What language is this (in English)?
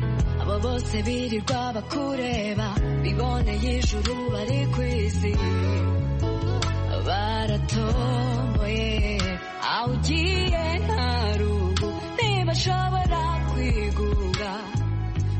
Kinyarwanda